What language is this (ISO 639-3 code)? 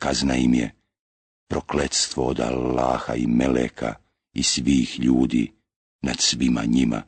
bos